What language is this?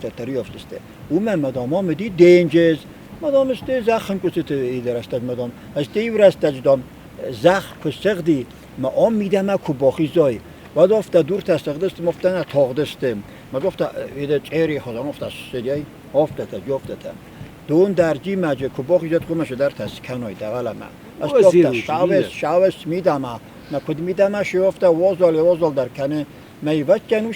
Ossetic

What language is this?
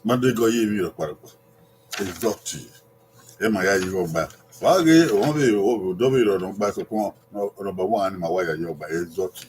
Bini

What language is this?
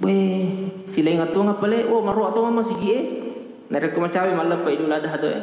Buginese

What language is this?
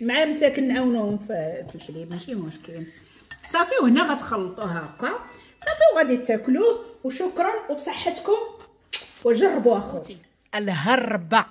Moroccan Arabic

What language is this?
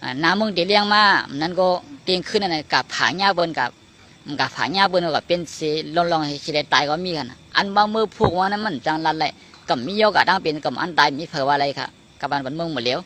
Shan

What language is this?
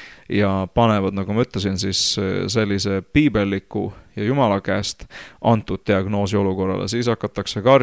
Estonian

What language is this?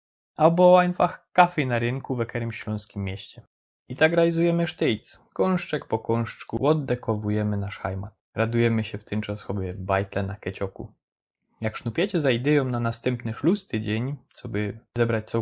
Silesian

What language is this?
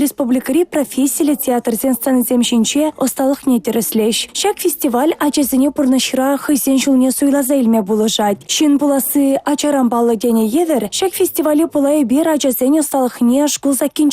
Chuvash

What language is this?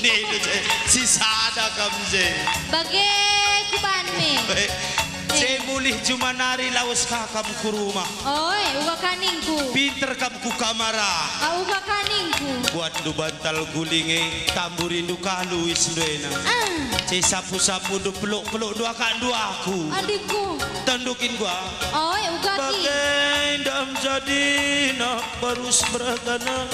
Batak Karo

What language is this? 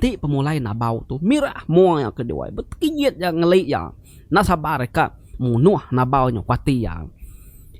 Iban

